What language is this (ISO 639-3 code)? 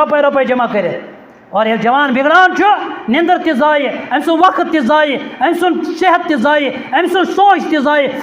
kas